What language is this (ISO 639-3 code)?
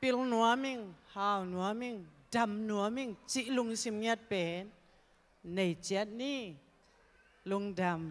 ctd